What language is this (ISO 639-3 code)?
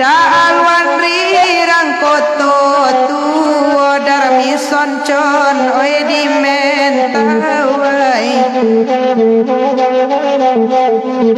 min